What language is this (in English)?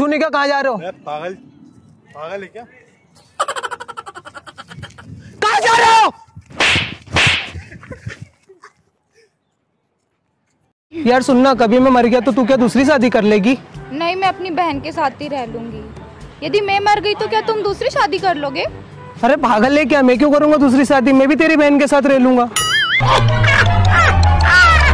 Hindi